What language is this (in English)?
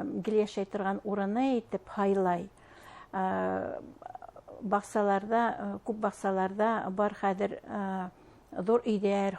Bashkir